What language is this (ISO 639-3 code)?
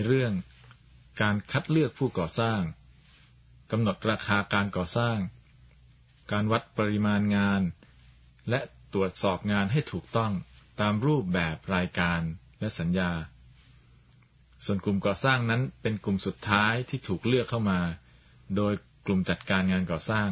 tha